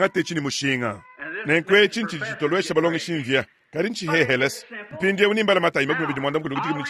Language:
Luba-Lulua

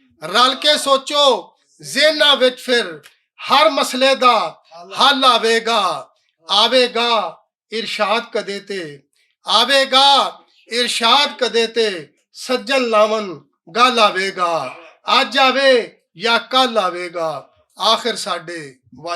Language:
Western Panjabi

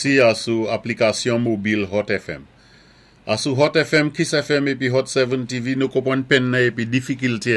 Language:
Saint Lucian Creole French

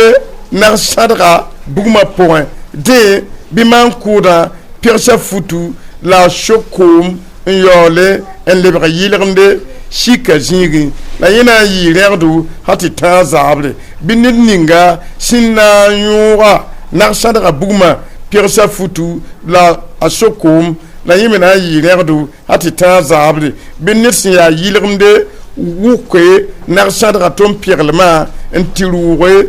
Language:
Mossi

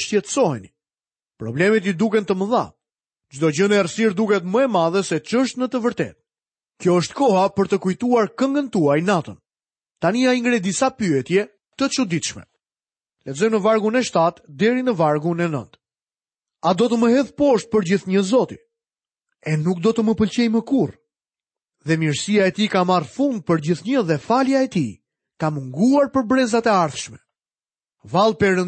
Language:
Albanian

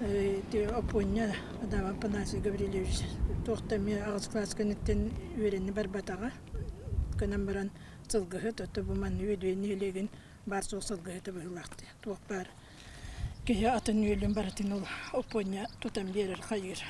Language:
Yakut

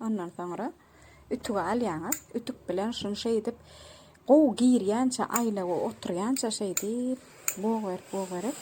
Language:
Turkmen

